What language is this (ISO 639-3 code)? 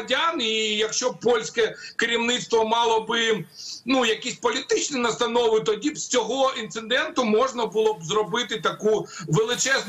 ukr